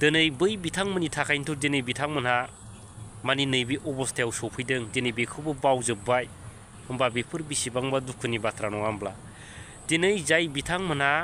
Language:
Bodo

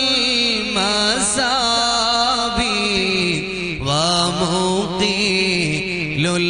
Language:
Malayalam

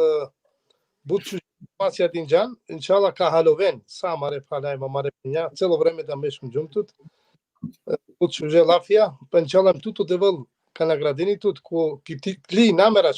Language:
Balkan Romani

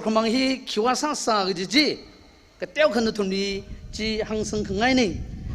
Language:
Tangkhul Naga (India)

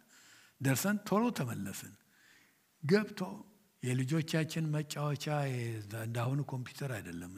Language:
Amharic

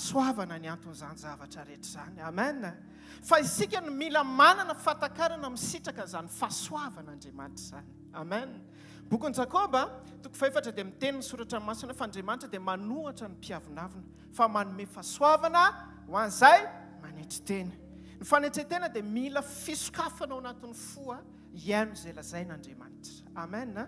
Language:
Malagasy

